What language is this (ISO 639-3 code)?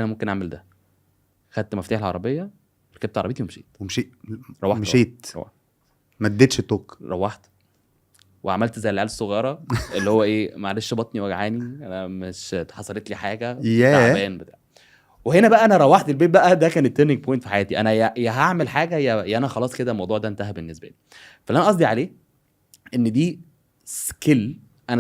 arz